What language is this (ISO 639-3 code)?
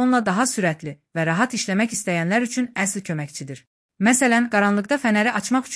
aze